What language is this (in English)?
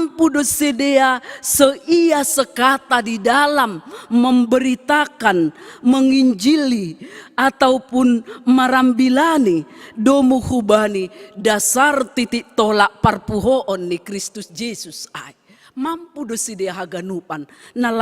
Batak Simalungun